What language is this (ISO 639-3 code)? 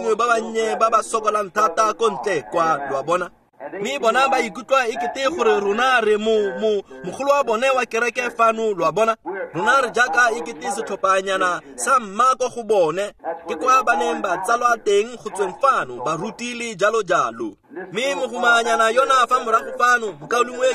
tsn